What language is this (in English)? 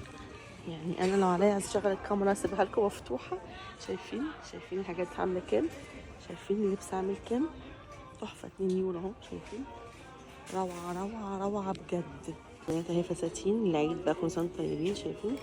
Egyptian Arabic